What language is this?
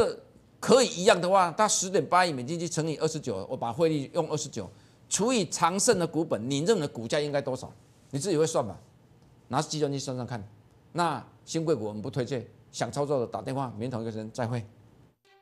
Chinese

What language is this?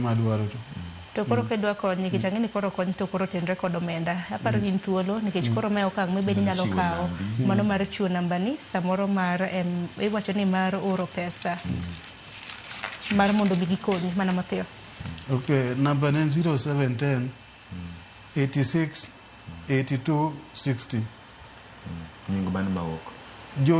Luo (Kenya and Tanzania)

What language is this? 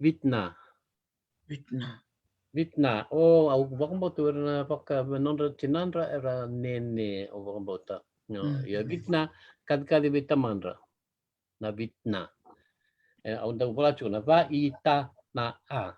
Fijian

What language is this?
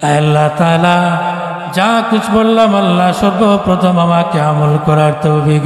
Sylheti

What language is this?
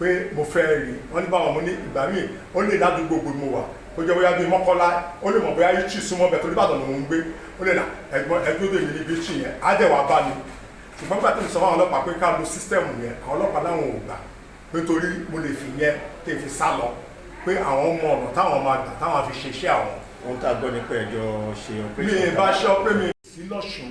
Yoruba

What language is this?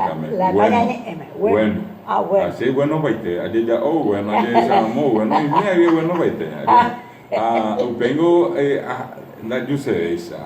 Guarani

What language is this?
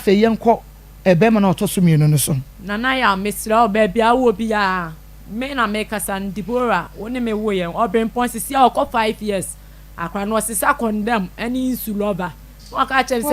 Akan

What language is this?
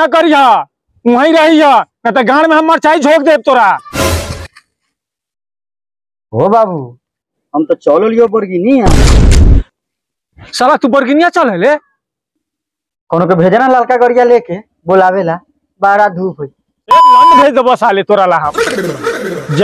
Bhojpuri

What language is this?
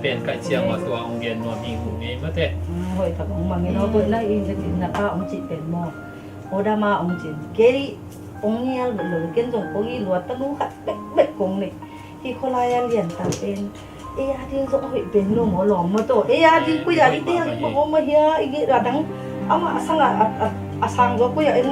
Tedim Chin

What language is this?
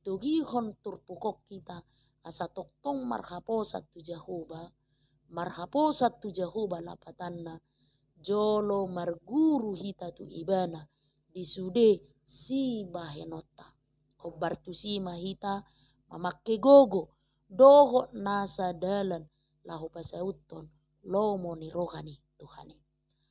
Batak Toba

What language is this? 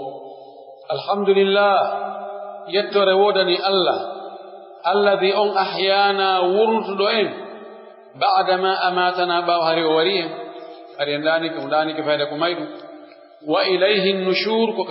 Pular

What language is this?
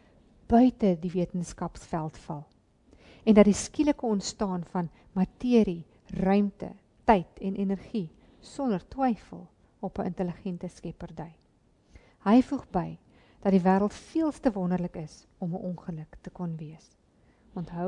Afrikaans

